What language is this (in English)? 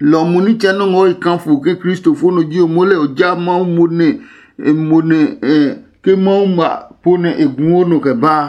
Adangme